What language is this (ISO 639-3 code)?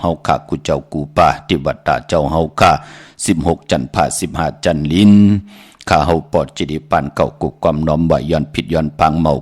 shn